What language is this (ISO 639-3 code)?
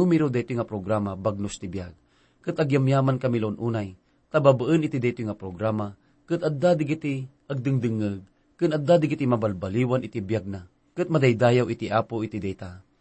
ilo